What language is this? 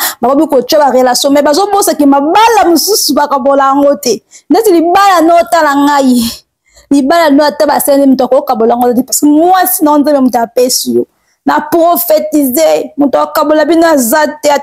Lingala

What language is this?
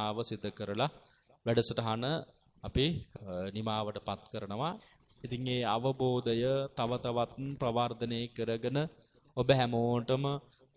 Sinhala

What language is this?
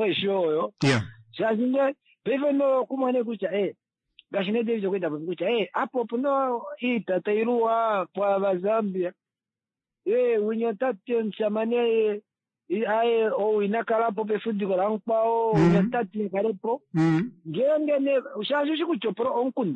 Kuanyama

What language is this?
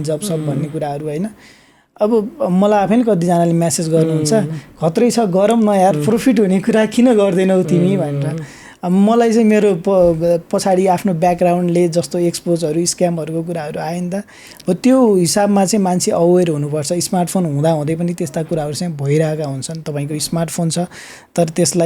Nepali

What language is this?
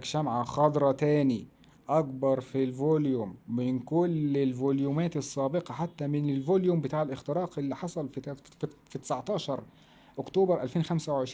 Egyptian Arabic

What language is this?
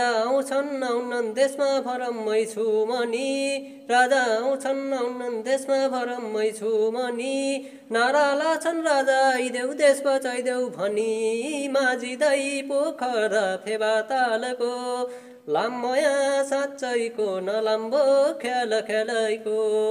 Nepali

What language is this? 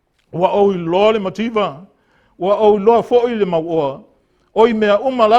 Samoan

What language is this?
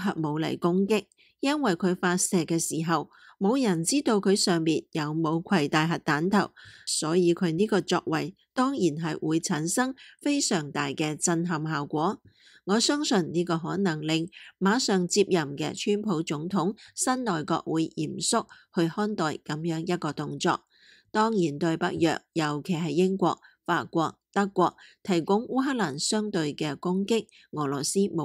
Cantonese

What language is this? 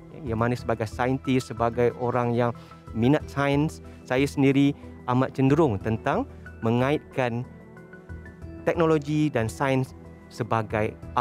Malay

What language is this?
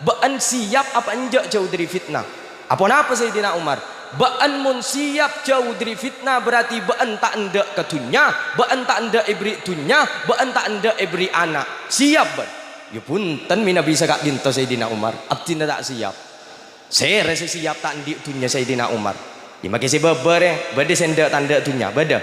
Madurese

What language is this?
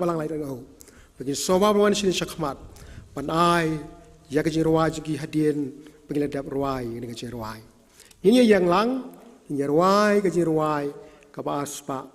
Khasi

